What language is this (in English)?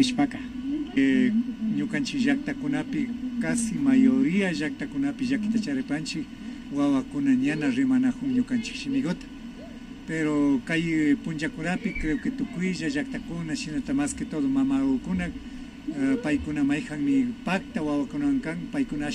Imbabura Highland Quichua